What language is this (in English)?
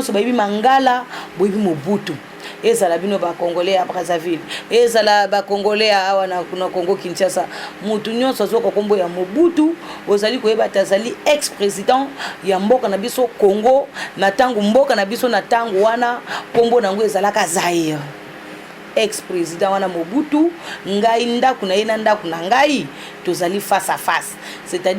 Lingala